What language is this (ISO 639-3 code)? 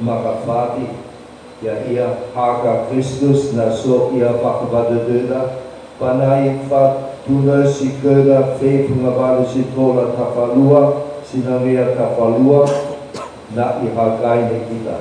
nia